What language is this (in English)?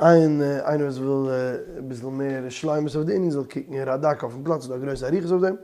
Yiddish